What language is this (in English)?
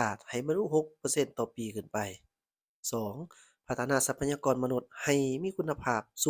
Lao